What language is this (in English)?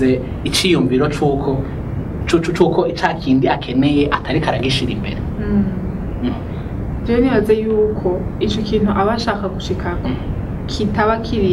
Rundi